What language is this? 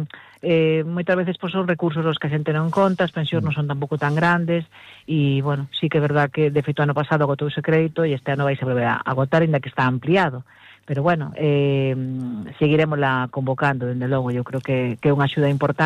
Galician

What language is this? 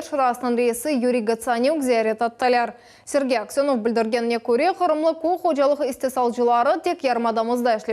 Crimean Tatar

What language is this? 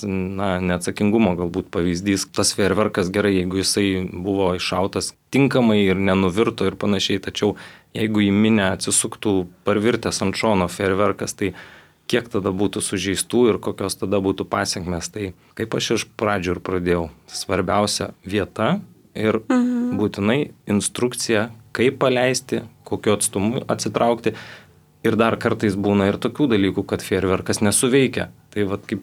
Lithuanian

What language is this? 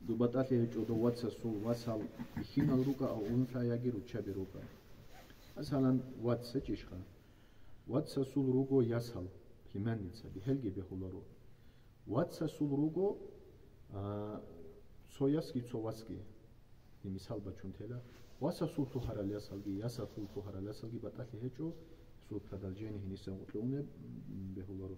Avaric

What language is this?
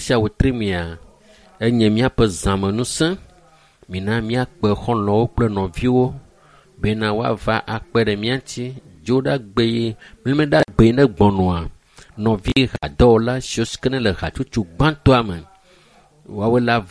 Ewe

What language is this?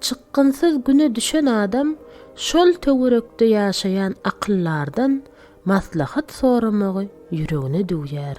Turkmen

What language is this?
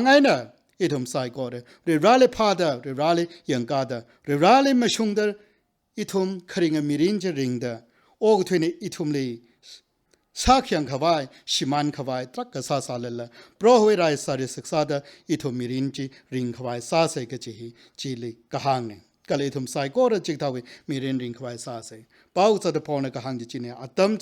Tangkhul Naga (India)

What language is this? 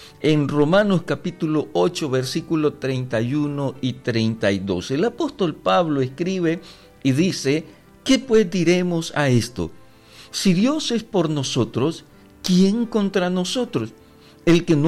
Spanish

